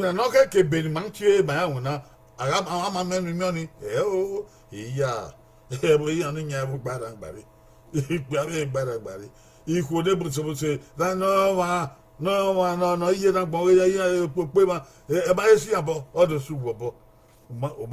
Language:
Bini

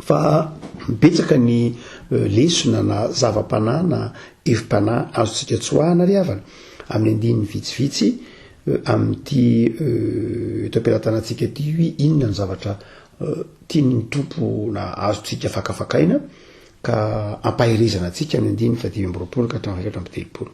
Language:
Malagasy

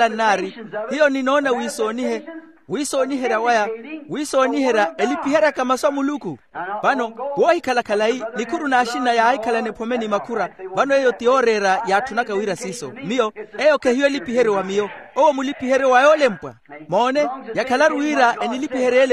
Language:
Makhuwa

